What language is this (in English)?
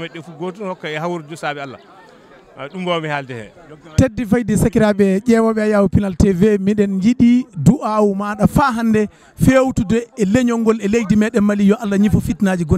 Fula